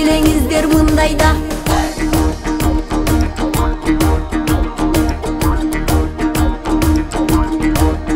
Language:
Kyrgyz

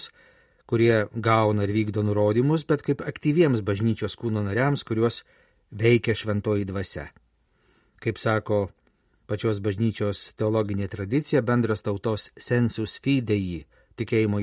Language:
Lithuanian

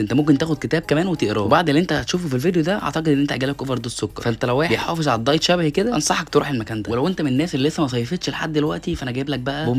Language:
Egyptian Arabic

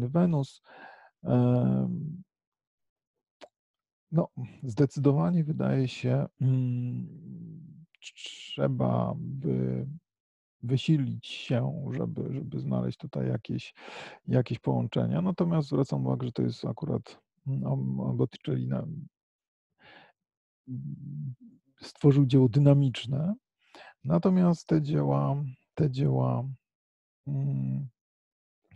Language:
Polish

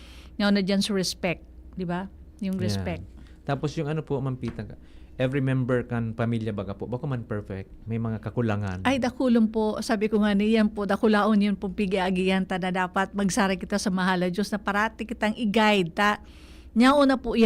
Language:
Bikol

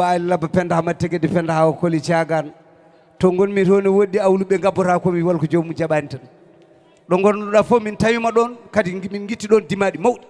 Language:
Fula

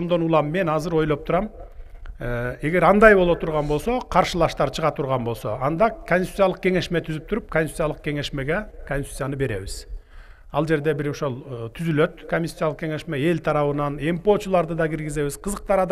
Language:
Kyrgyz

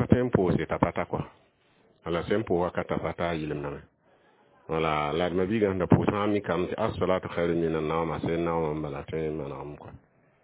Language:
Mossi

